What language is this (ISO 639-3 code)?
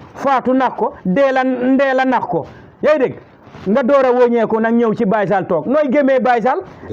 wol